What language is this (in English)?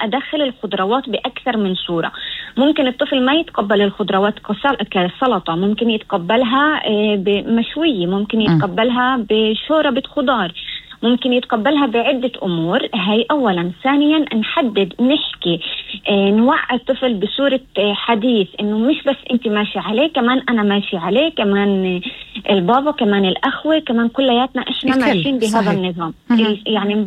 North Levantine Arabic